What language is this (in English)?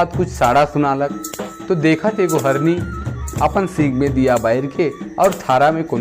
Sadri